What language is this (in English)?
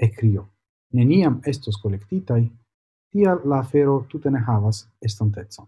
Esperanto